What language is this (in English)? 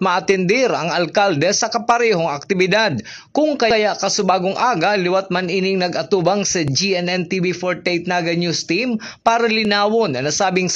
Bikol